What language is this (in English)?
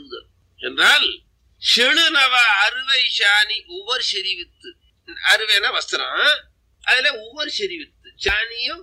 Tamil